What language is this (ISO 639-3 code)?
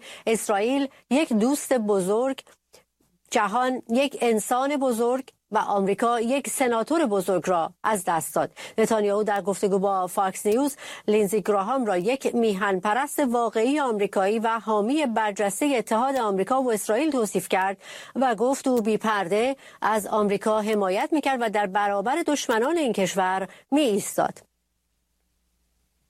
fas